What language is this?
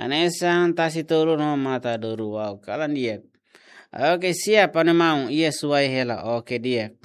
Tetum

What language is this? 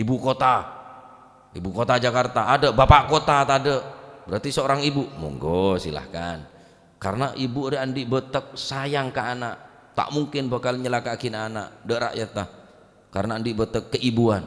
Madurese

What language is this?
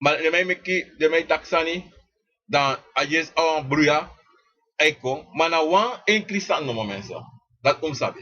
Sranan Tongo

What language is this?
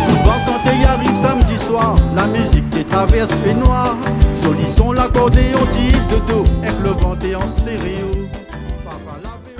Réunion Creole French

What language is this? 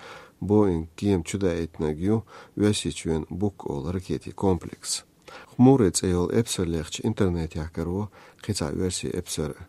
Chechen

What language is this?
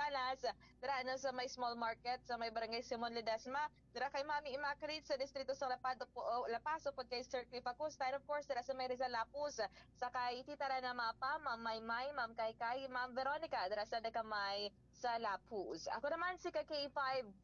Hiligaynon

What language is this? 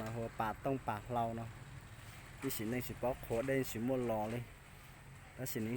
Hmong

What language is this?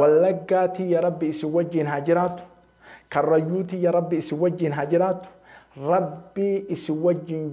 Oromo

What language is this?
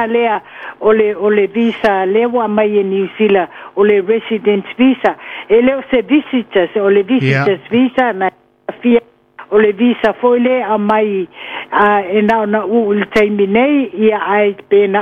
Samoan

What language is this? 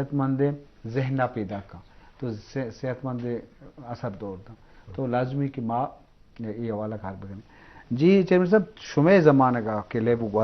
Eastern Balochi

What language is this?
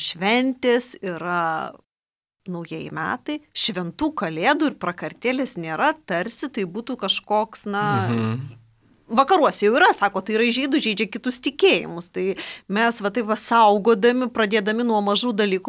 Lithuanian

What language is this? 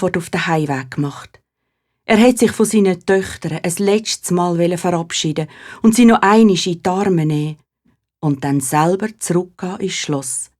Swiss German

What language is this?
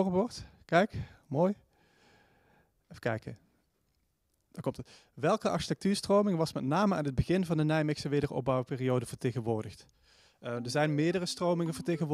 Dutch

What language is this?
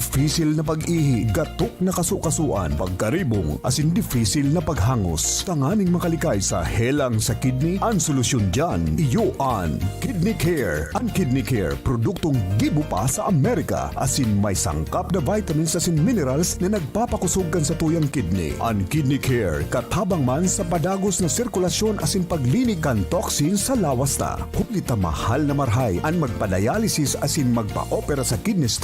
Bikol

